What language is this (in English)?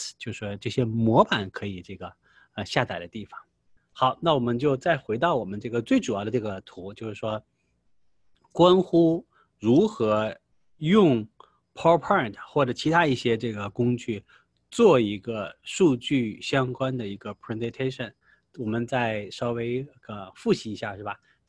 Chinese